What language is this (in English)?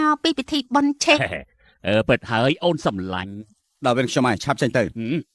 Khmer